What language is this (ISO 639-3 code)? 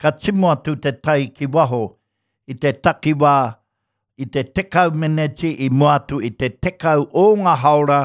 mri